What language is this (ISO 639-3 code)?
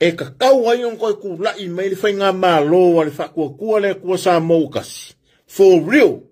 smo